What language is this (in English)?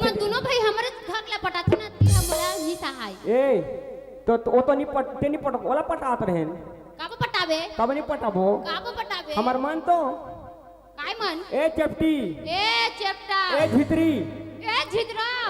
Chhattisgarhi